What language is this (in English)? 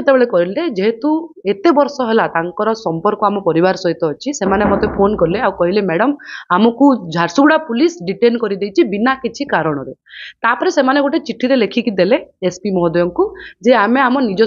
Odia